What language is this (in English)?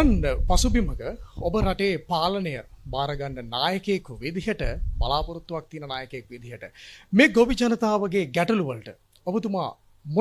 Sinhala